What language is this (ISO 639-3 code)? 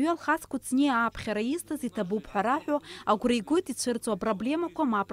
abk